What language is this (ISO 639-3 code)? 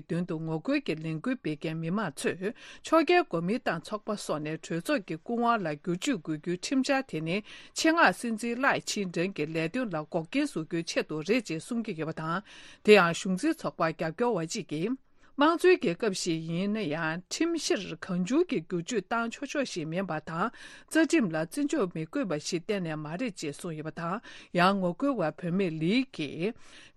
bod